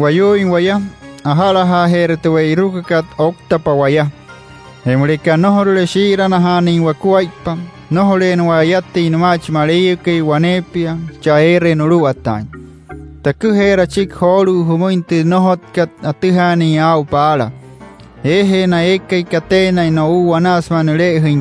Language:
Wayuu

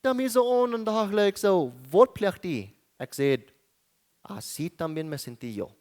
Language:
Plautdietsch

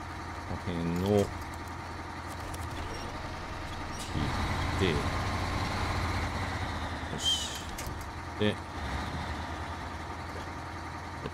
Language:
Japanese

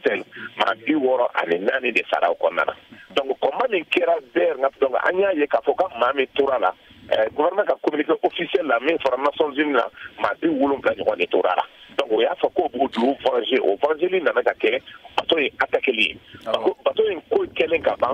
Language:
Bambara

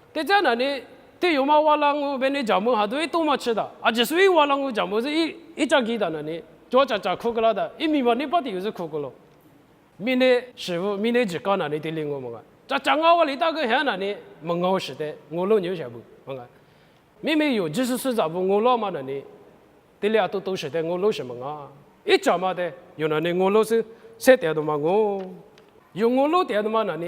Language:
Lisu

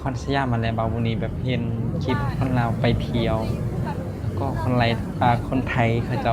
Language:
Lao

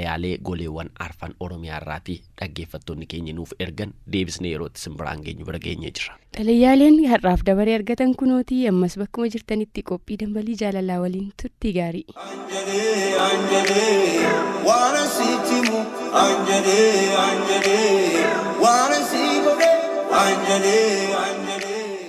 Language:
Oromo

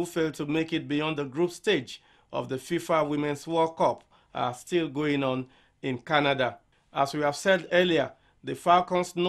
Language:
English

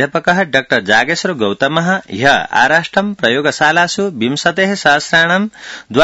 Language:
Sanskrit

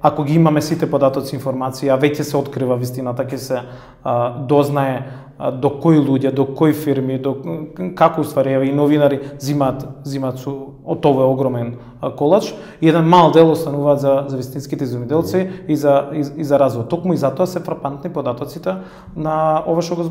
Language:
Macedonian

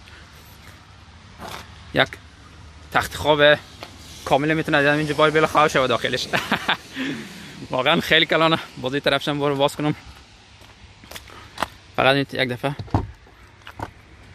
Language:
Persian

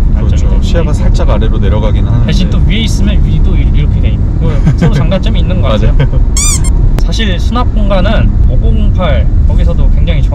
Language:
Korean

